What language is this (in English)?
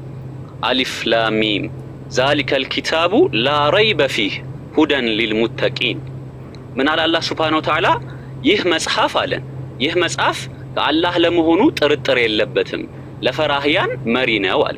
Amharic